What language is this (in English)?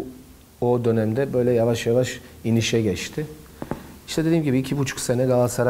Turkish